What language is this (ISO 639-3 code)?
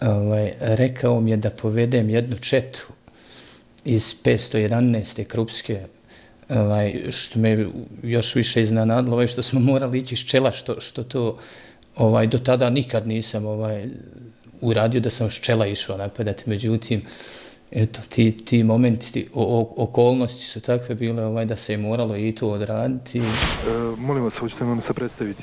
bos